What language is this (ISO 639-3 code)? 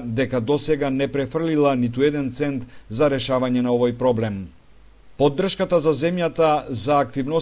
mkd